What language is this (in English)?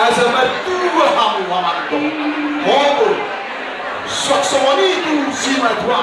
Batak Toba